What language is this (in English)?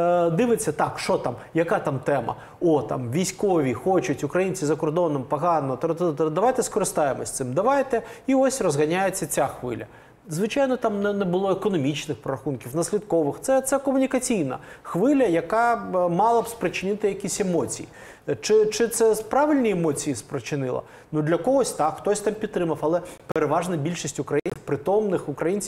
Ukrainian